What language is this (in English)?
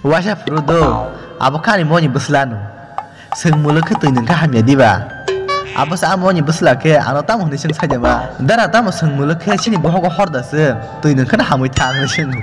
Kok Borok